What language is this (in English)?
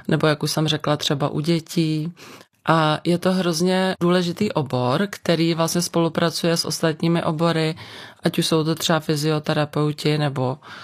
Czech